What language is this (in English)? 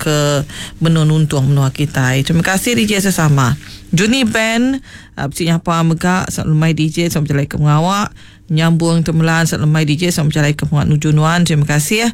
Iban